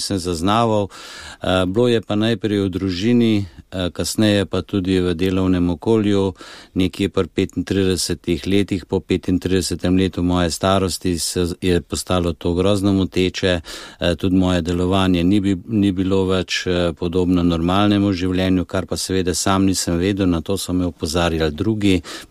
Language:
Slovenian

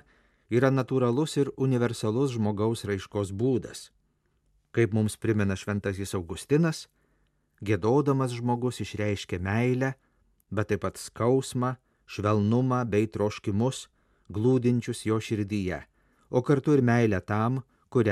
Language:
Lithuanian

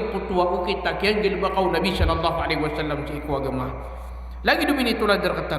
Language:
Maranao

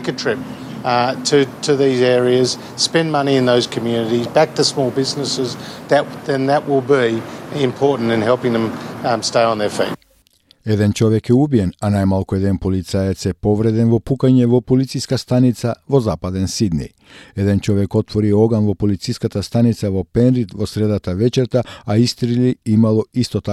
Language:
Macedonian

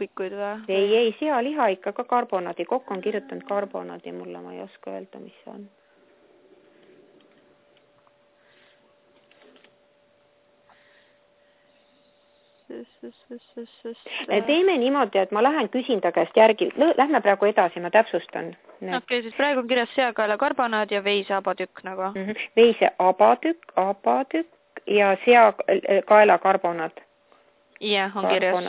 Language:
Estonian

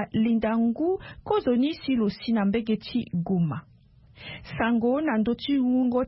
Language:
Sango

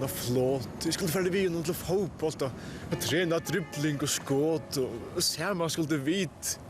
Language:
Faroese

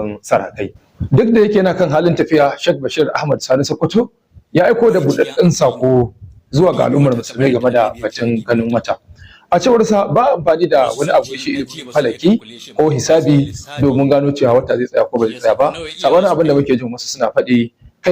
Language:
Hausa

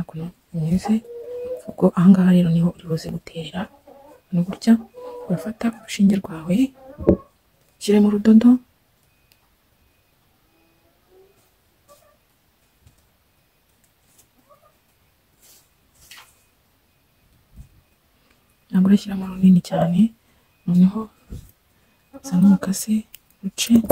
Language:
Kinyarwanda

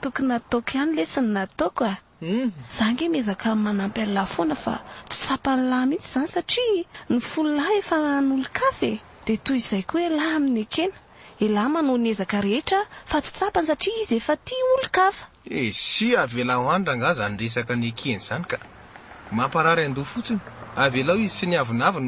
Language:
Malagasy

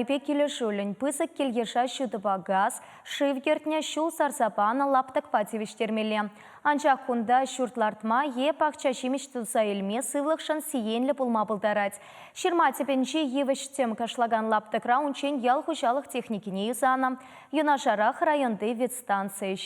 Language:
Chuvash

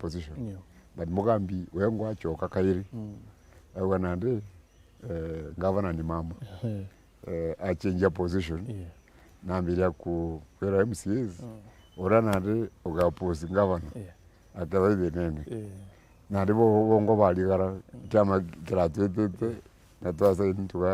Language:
Meru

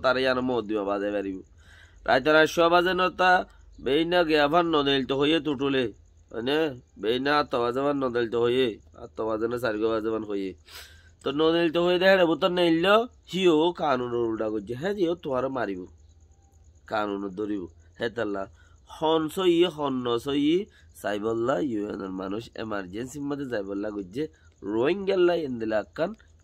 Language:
Rohingya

